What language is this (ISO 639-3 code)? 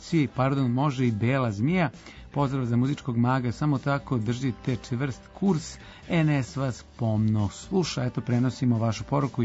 srp